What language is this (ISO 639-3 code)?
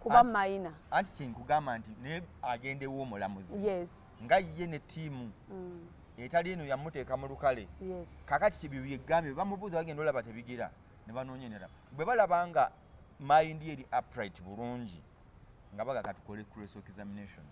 lug